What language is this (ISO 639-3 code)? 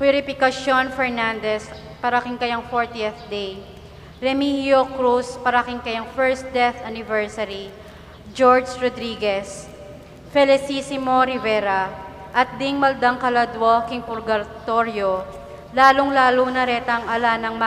pam